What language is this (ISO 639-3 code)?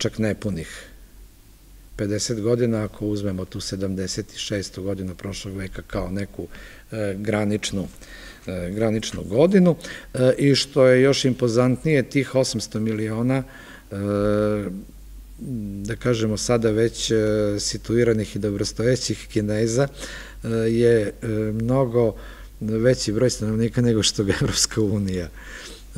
srp